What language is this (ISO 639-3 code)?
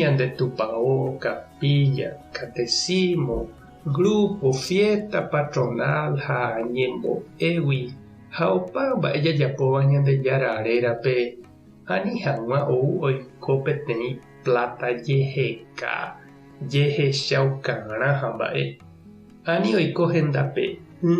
grn